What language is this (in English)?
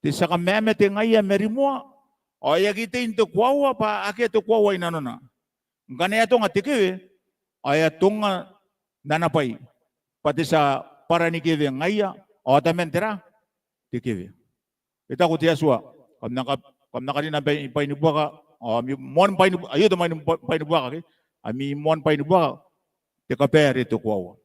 Gilbertese